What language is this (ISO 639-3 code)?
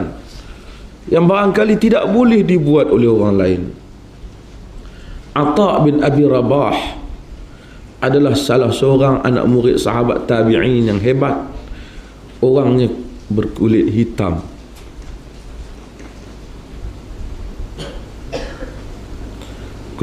msa